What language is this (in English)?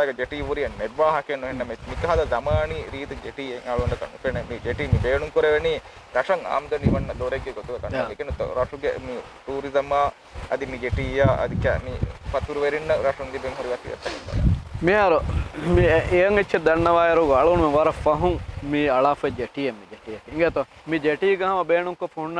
Divehi